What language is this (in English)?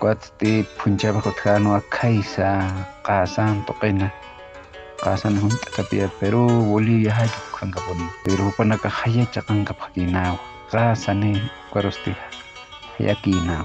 Aymara